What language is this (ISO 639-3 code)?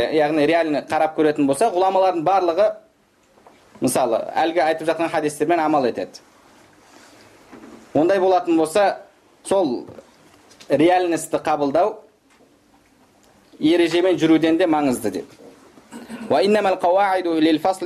kaz